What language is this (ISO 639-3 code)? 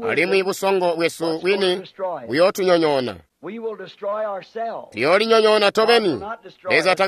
toi